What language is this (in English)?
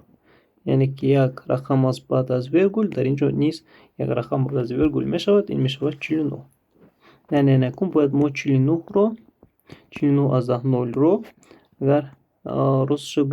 Tajik